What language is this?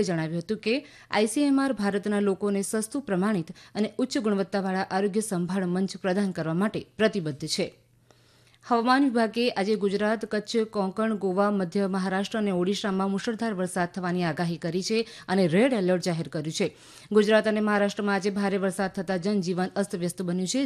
Gujarati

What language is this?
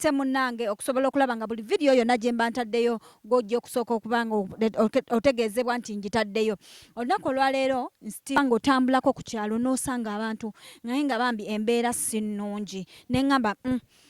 Ganda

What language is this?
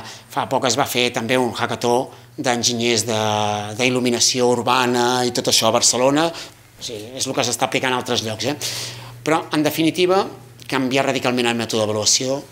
Catalan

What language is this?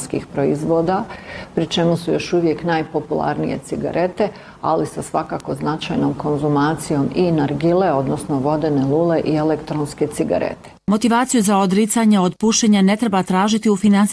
Bosnian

